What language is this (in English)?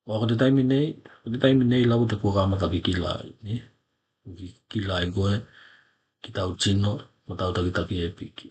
Tokelau